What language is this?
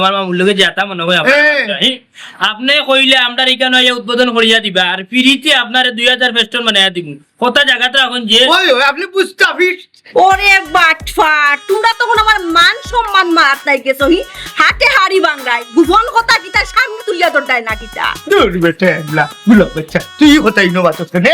Sylheti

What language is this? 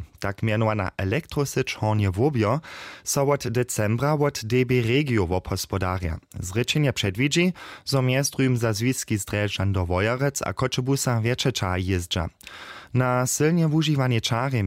Upper Sorbian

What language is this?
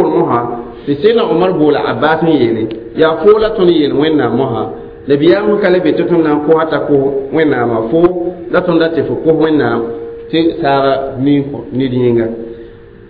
Mossi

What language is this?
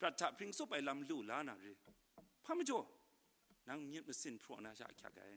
Kachin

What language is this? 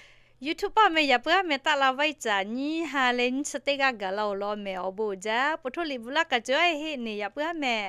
Lahu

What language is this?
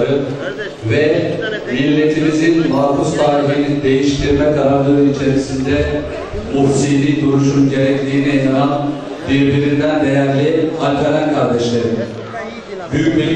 Turkish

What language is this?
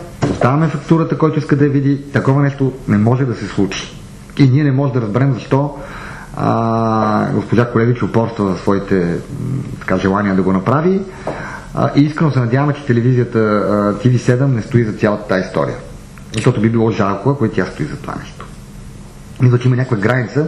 Bulgarian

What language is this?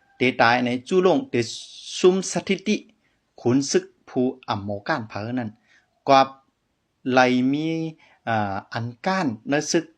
Shan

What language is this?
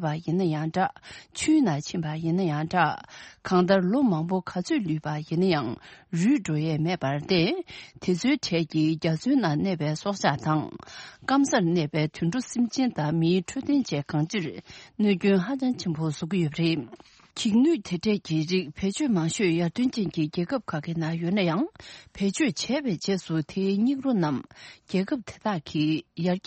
Tibetan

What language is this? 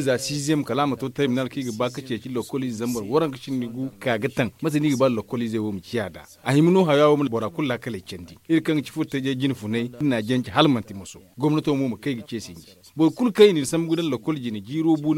Zarma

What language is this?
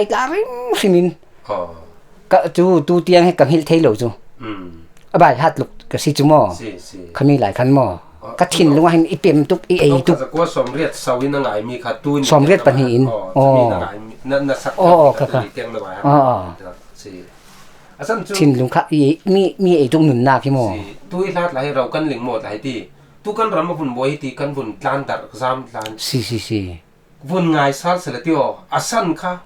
Falam Chin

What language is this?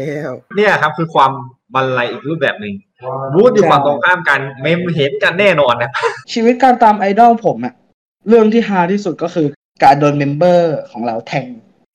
Thai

